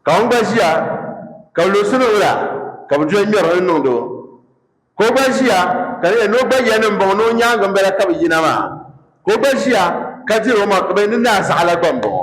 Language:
Dagbani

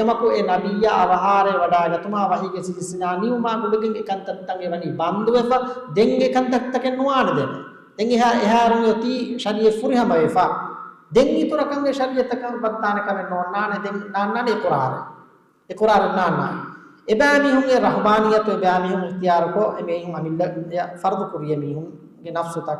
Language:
Divehi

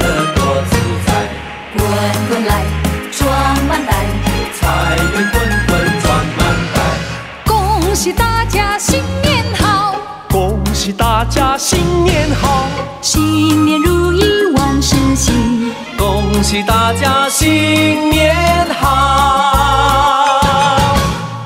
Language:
Chinese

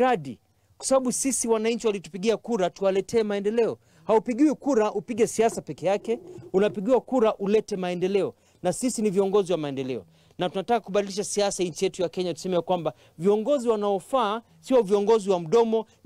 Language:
Swahili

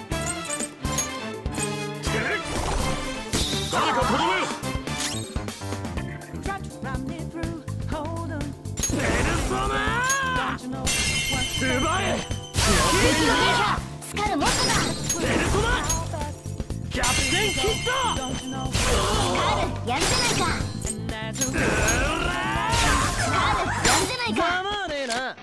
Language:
Japanese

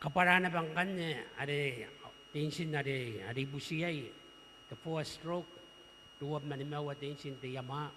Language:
Gilbertese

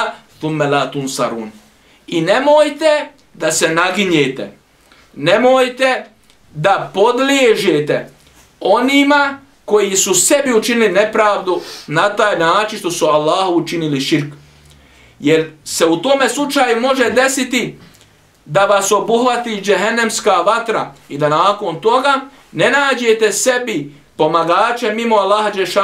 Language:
Bosnian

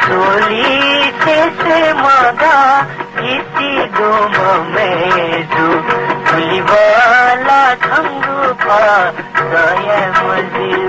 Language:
Newari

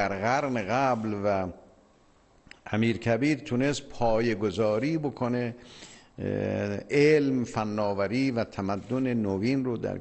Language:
Persian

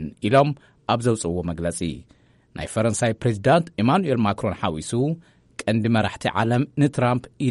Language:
Tigrinya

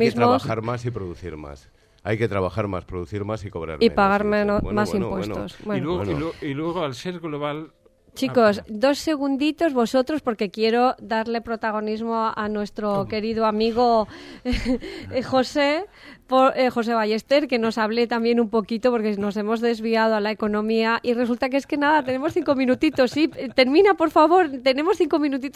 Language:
Spanish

